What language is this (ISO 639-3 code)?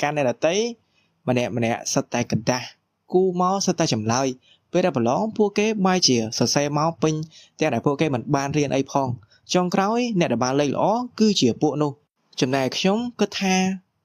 khm